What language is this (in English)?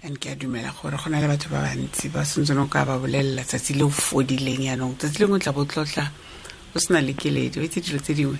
Tswana